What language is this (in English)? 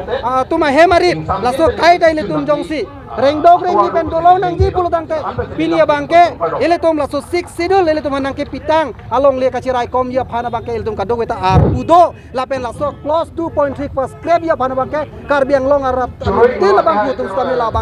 Karbi